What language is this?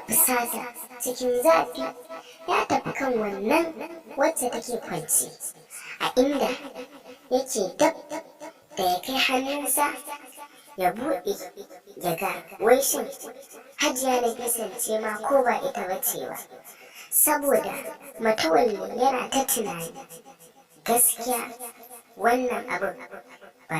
Hausa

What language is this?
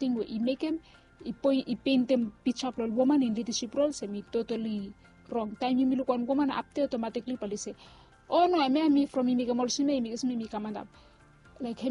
Bislama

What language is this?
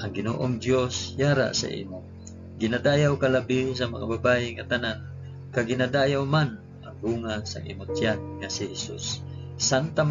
Hiligaynon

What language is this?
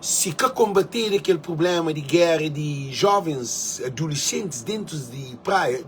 Kabuverdianu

